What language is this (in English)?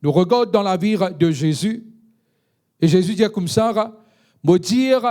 Morisyen